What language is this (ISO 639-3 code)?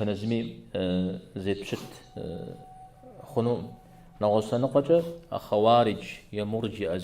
kbd